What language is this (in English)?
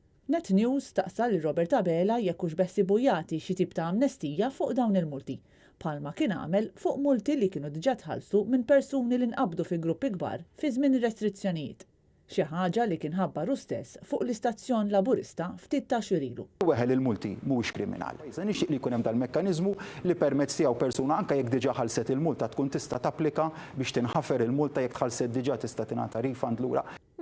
Maltese